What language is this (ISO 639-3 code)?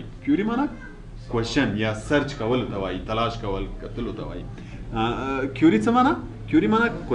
pus